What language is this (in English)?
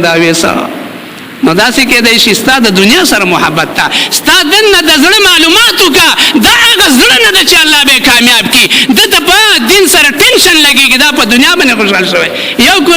Pashto